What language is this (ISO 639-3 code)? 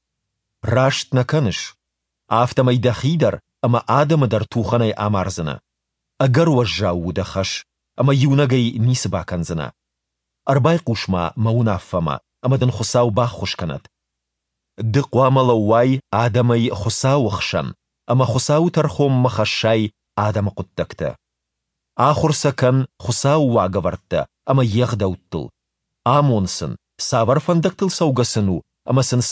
oss